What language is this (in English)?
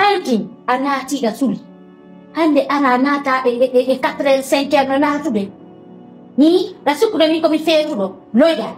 Pular